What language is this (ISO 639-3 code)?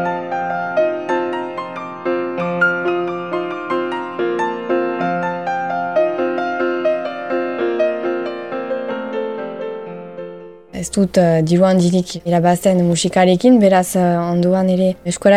eus